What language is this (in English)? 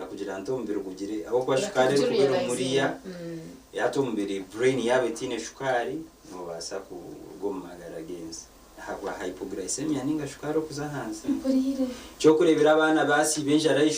Nyankole